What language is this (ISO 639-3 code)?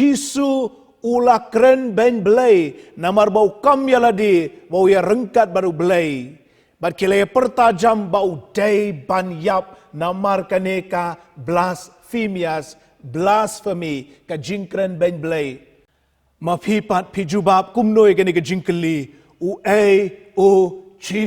kha